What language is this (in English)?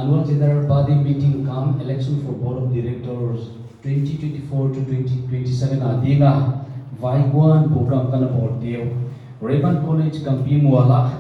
Paite Chin